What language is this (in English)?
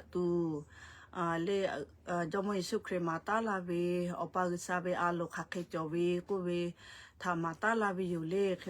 Lahu